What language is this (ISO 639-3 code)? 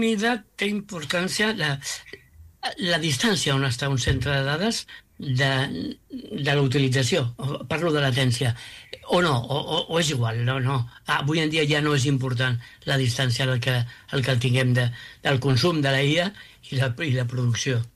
cat